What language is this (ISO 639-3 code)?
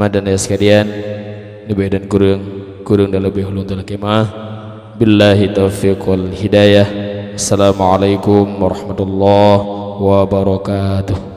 ace